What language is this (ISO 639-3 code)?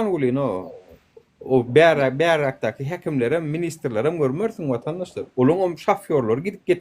tuk